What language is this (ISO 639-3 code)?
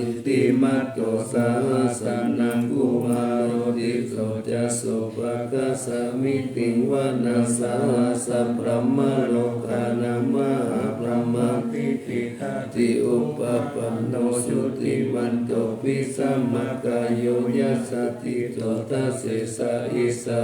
pli